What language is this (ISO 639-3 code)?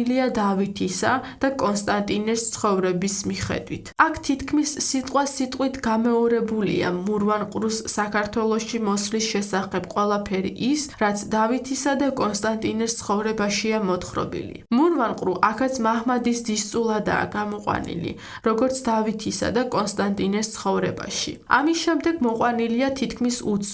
kat